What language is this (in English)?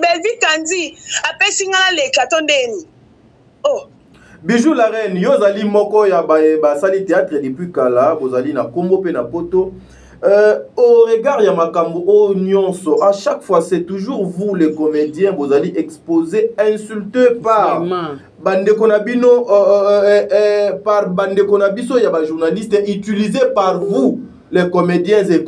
Lingala